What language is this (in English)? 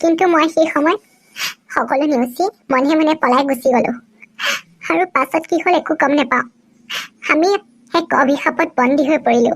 Assamese